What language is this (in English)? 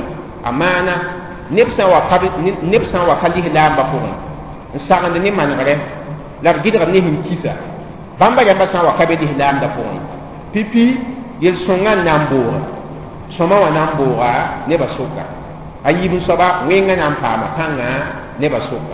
Mossi